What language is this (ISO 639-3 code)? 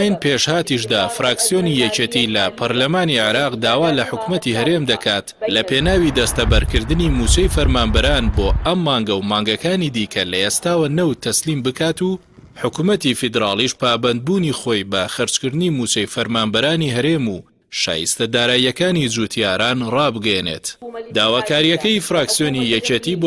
ckb